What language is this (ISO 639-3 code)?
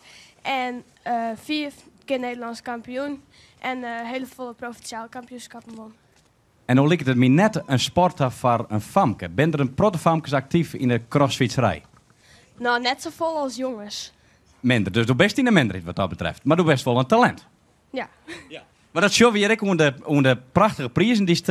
fry